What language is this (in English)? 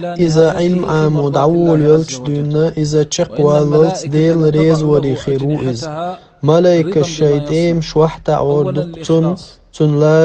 Chechen